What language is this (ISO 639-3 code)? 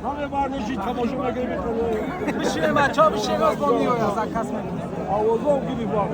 tgk